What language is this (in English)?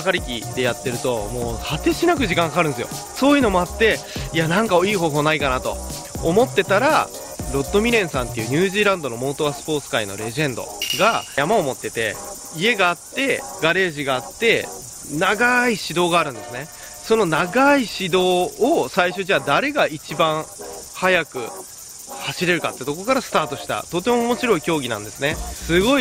Japanese